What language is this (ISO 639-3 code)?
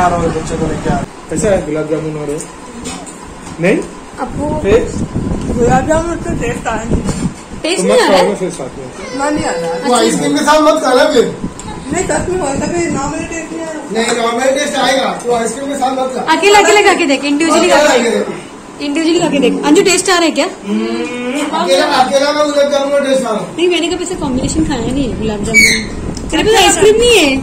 hin